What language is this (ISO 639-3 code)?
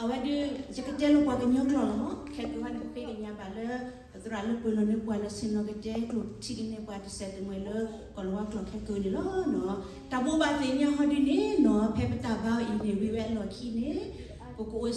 ksw